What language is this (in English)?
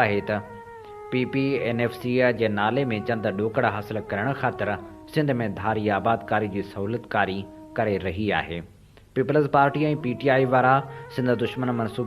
Sindhi